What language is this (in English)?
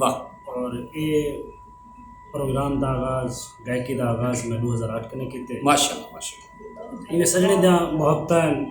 Saraiki